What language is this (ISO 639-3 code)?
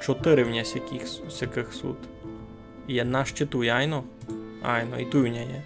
rue